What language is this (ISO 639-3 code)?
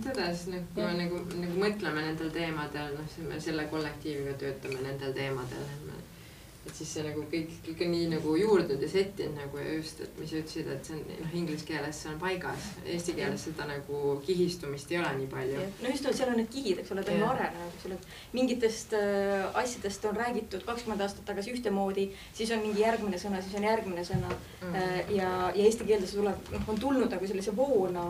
est